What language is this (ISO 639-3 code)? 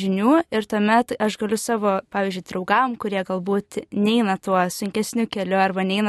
lit